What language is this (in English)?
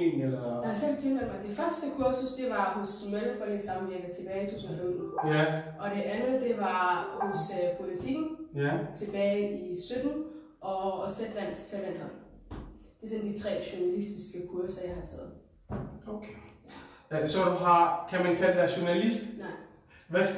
Danish